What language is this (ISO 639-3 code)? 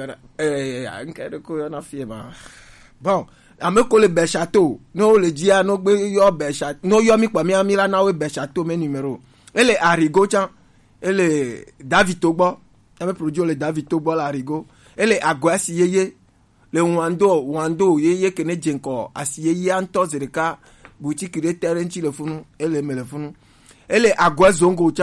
gej